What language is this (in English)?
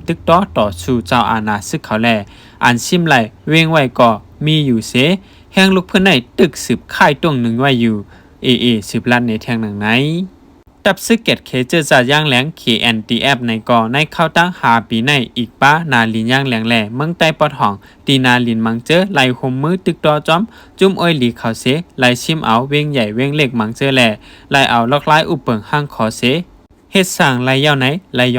Shan